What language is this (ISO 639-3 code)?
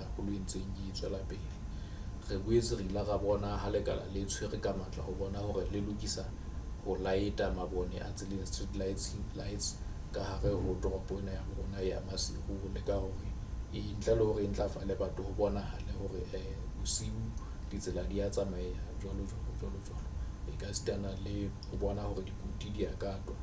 sot